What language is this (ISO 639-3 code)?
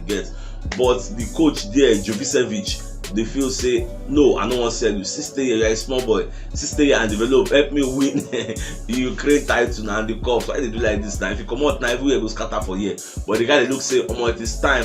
pcm